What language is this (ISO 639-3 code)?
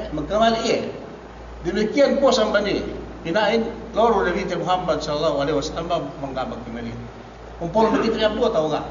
yka